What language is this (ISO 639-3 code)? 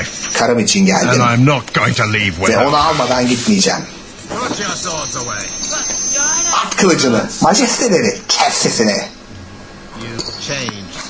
tur